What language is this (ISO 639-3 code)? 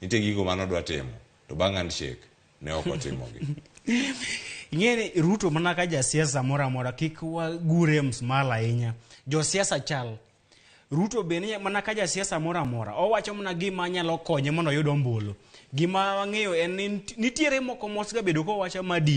luo